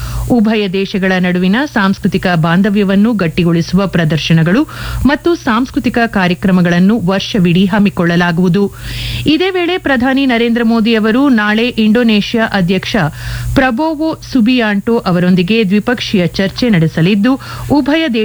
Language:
Kannada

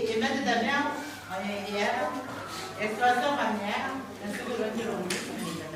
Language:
Gilbertese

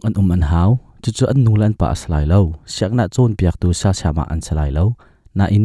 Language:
Hakha Chin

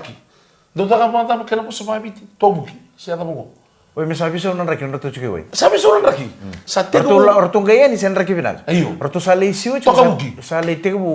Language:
Fijian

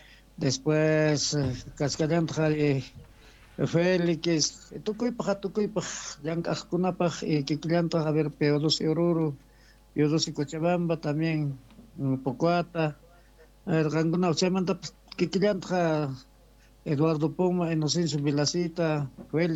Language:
Quechua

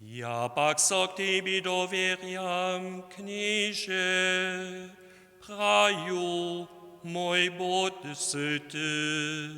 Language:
Upper Sorbian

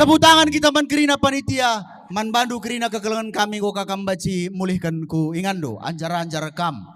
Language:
Batak Karo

